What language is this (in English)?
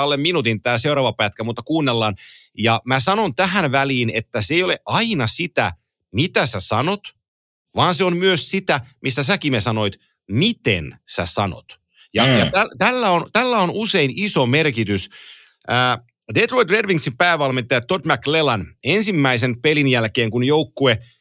Finnish